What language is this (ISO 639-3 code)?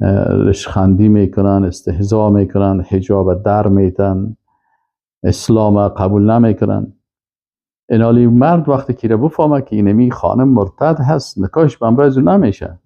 fas